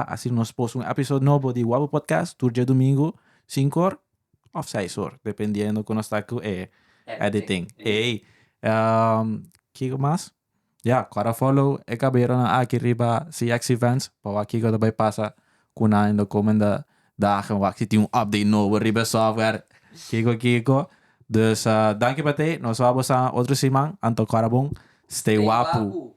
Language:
Papiamento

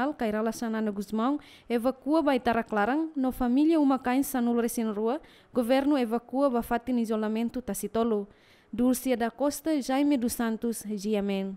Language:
Tetum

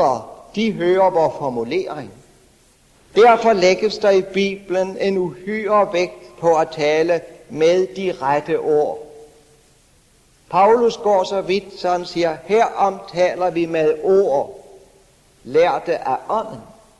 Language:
Danish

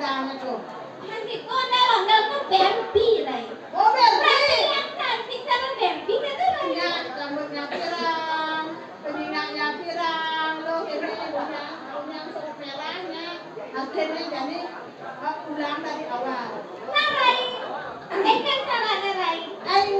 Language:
Balinese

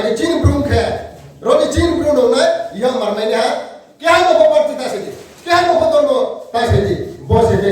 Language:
Riang (India)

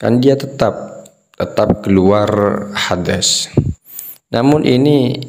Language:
Madurese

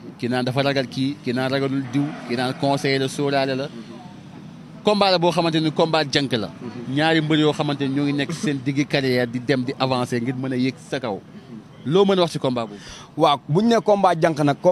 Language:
Wolof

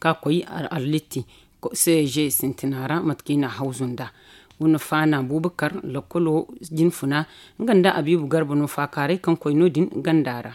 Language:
Zarma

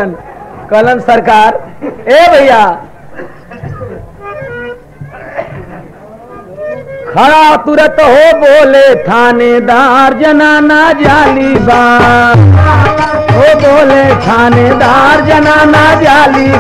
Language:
Bhojpuri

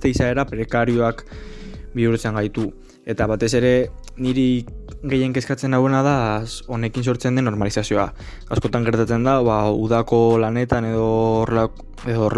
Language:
Basque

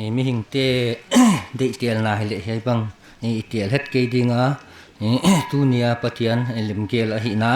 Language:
Paite Chin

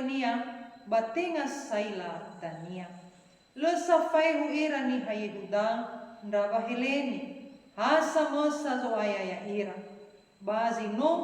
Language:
Nias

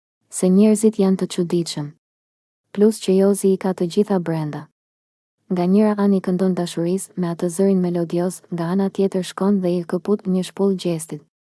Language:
Albanian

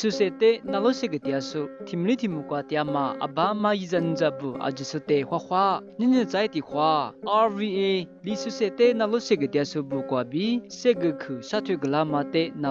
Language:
Lisu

